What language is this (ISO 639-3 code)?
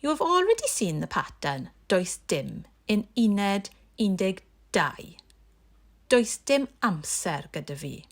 cym